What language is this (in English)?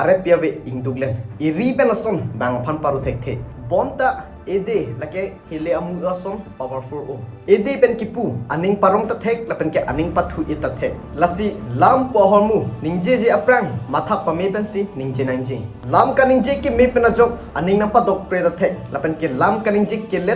Karbi